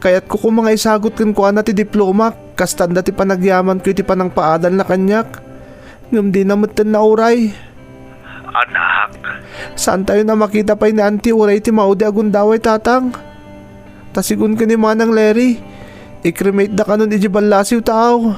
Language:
Iloko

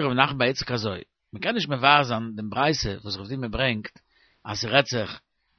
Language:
Yiddish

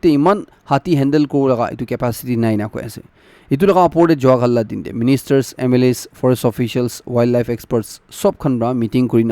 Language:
Naga Pidgin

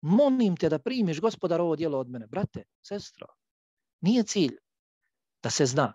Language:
Bosnian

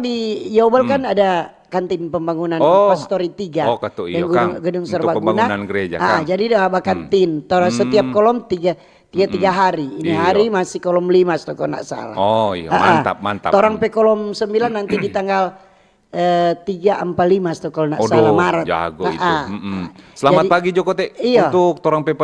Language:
Manado Malay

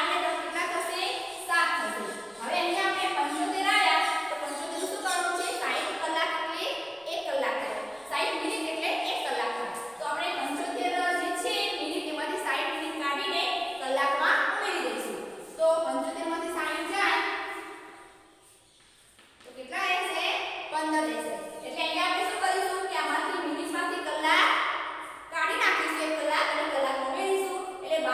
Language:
Gujarati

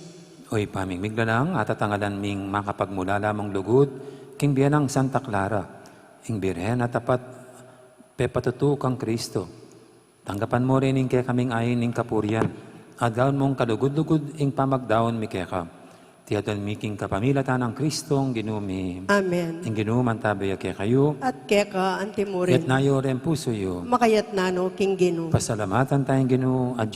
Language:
Pampanga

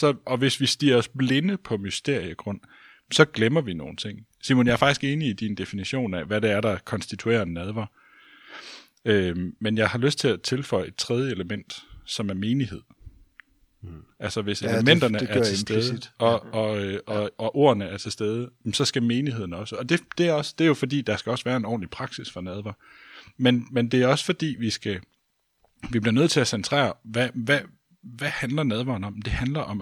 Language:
Danish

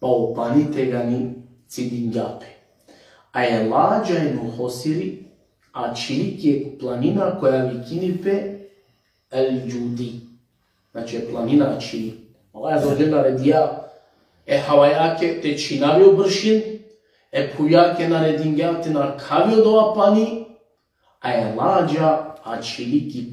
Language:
Balkan Romani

